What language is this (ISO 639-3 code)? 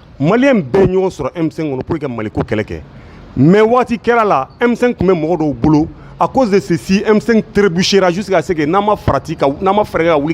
bam